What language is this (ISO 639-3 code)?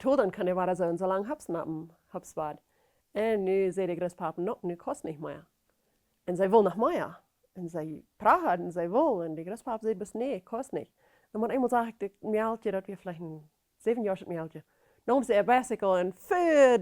pdt